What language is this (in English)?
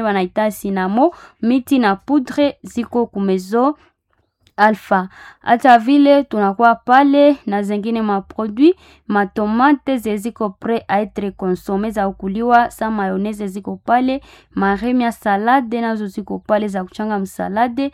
Swahili